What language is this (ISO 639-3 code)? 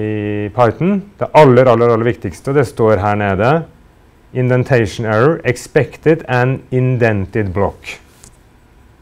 nor